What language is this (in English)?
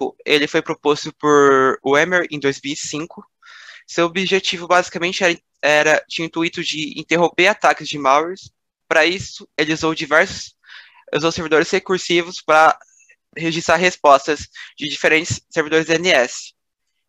Portuguese